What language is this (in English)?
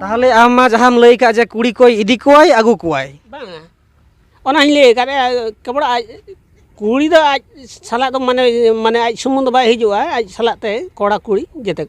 Santali